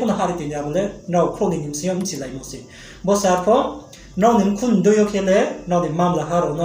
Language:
Riang (India)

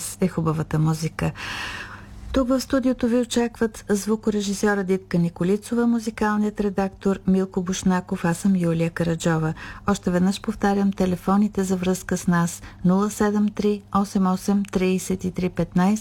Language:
Bulgarian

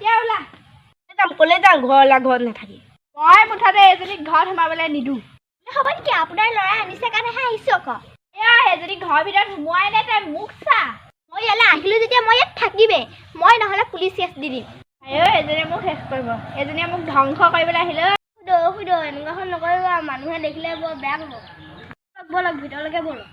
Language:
Assamese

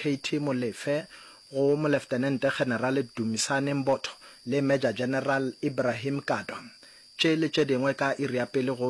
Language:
Northern Sotho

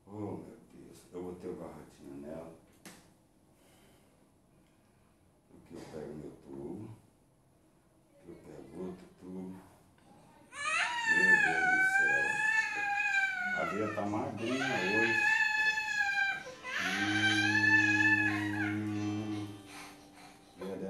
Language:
Portuguese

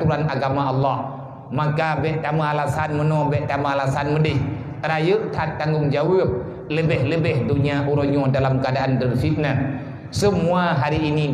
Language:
Achinese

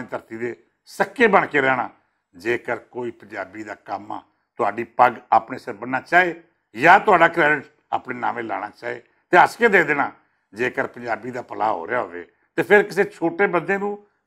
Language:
Western Panjabi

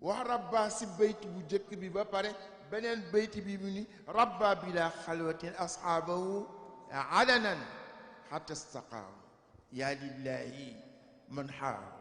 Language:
Wolof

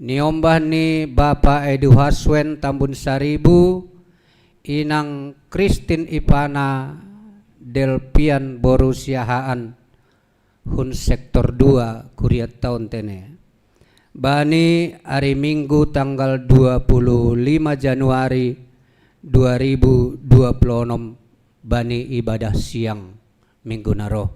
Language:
Batak Simalungun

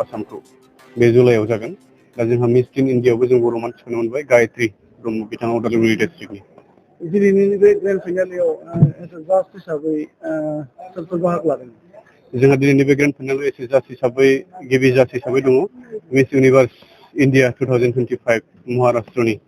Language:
Bodo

